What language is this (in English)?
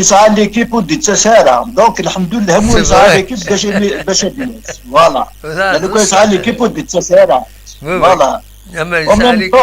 Kabyle